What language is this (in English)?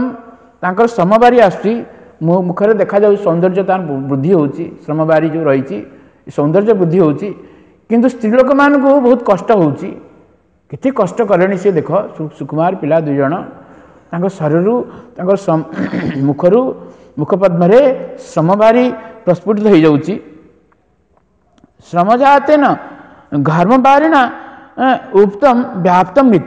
Odia